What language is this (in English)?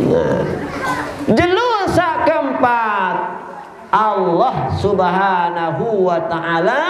Sasak